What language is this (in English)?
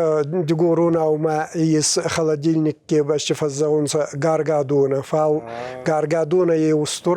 Ossetic